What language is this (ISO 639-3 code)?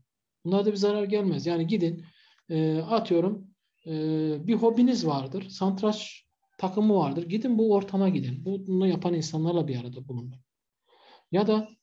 tur